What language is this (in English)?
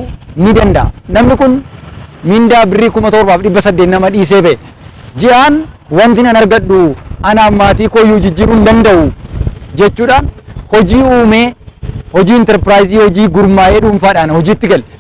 Oromo